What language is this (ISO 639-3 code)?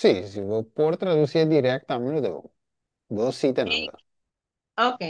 pap